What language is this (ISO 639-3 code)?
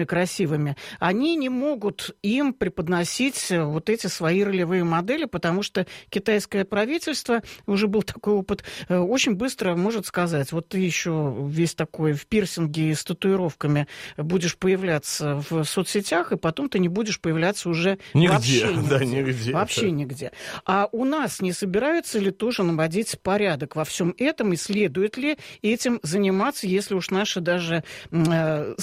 rus